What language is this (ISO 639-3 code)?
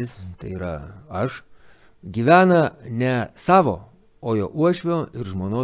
lit